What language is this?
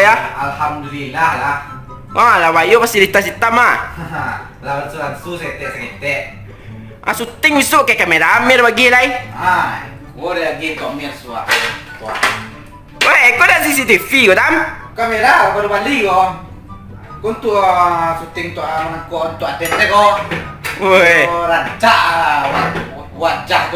Minangkabau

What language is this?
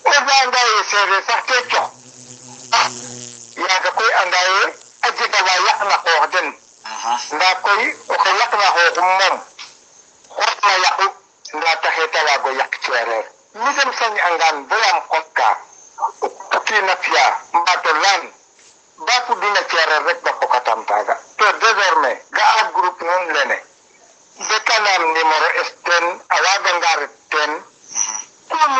Serer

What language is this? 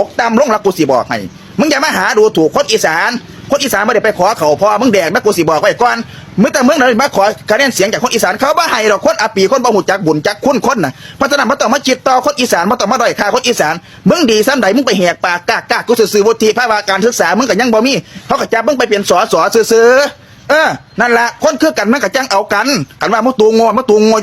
Northeastern Thai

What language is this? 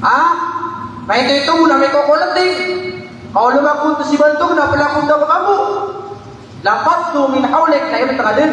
Maranao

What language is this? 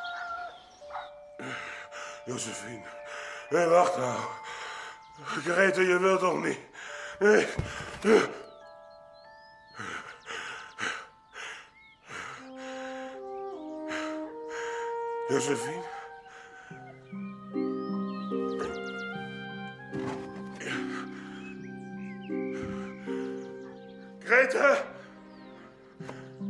Dutch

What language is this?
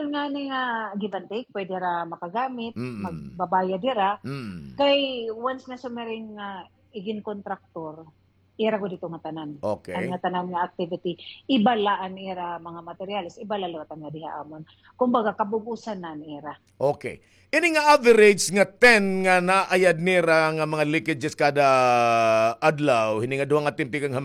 Waray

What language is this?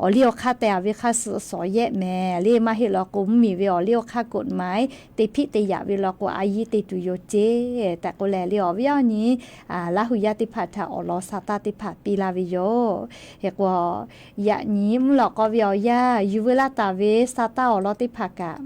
Lahu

